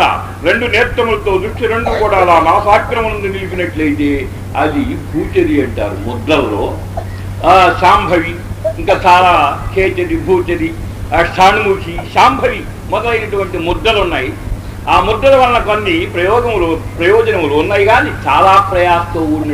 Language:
Telugu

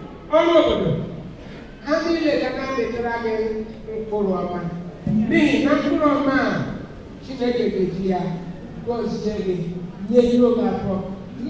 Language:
Igbo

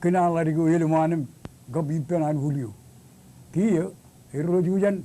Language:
Marshallese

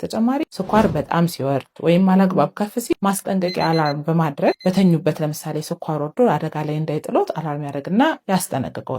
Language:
Amharic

